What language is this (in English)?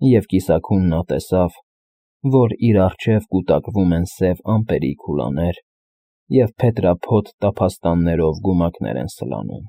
Armenian